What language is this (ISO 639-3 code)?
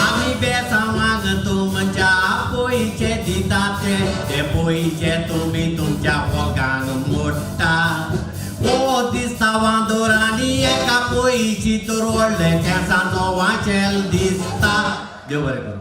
kok